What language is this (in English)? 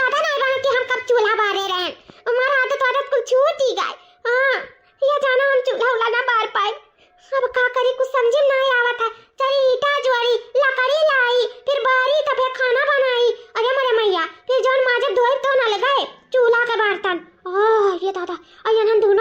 Awadhi